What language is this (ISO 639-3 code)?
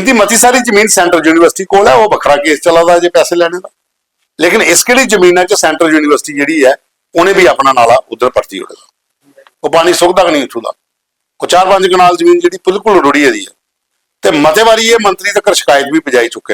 doi